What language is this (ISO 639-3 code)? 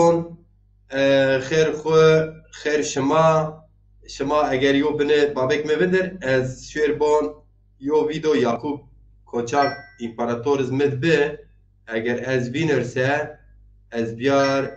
zza